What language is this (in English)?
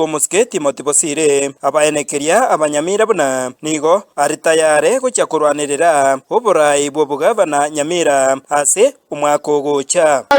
Gusii